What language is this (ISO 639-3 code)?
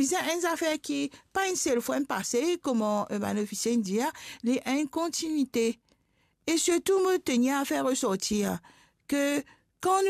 mfe